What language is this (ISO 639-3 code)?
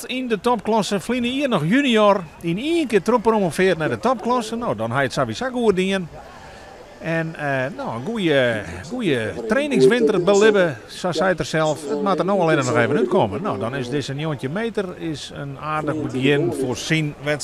fry